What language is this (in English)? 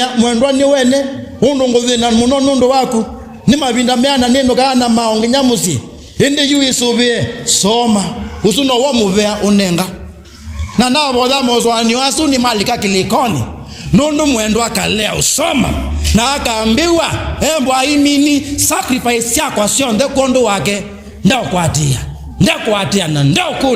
Kamba